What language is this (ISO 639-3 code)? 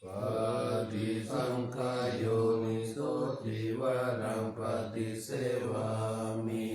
pli